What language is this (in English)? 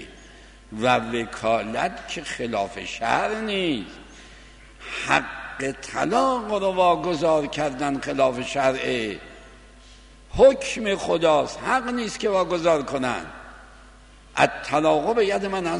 Persian